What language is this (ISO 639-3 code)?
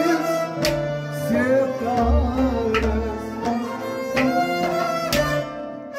kas